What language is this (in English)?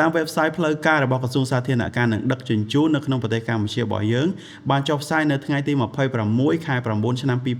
Khmer